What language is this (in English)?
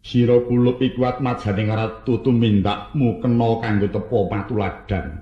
Javanese